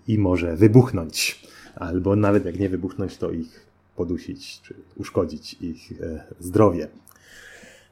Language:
Polish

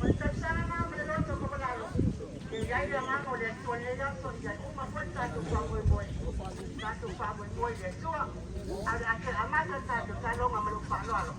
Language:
Samoan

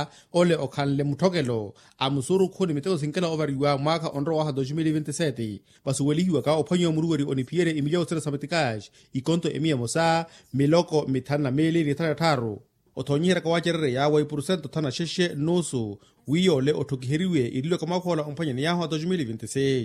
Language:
Makhuwa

